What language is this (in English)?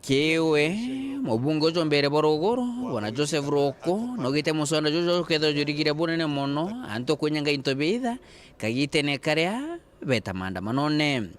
Meru